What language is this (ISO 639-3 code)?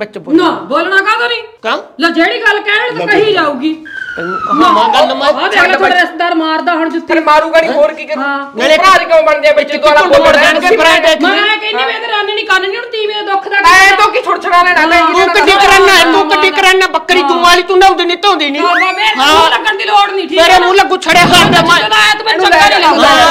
pan